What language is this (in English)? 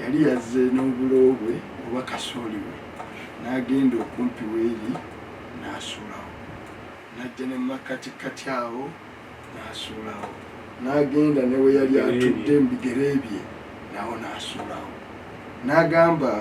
Ganda